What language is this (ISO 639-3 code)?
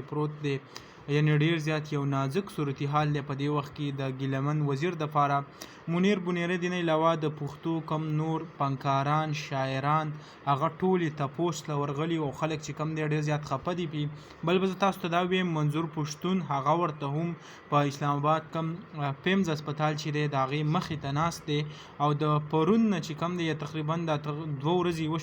pus